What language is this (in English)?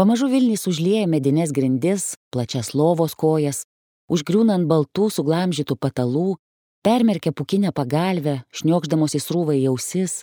Lithuanian